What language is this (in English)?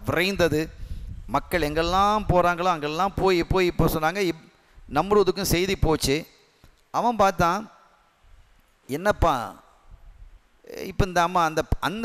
Tamil